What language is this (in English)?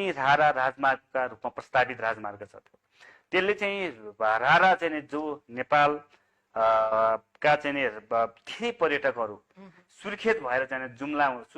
Nepali